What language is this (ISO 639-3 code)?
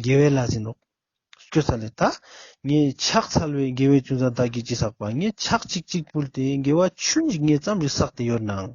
lbj